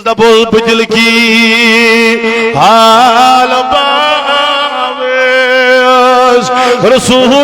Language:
Kashmiri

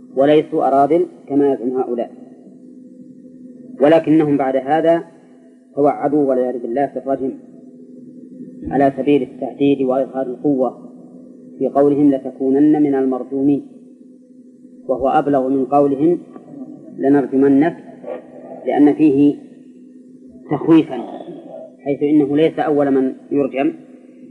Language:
Arabic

